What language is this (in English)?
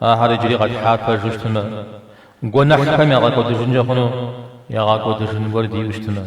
Kabardian